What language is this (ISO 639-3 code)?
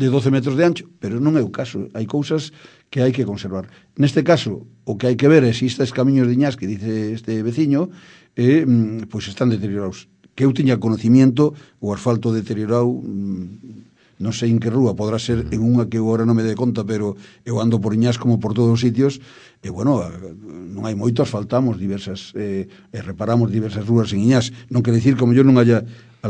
glg